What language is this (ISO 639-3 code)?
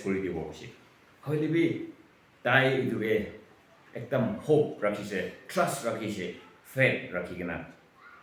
nag